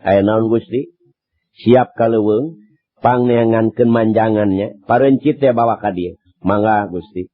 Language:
Sundanese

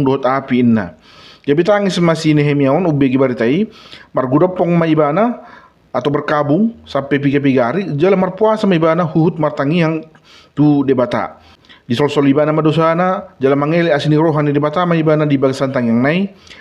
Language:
Batak Toba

